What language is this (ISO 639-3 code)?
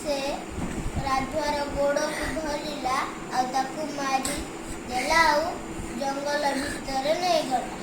ori